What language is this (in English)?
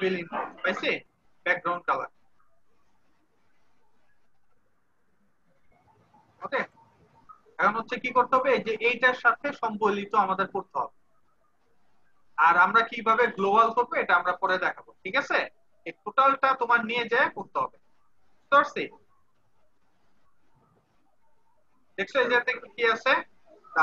Bangla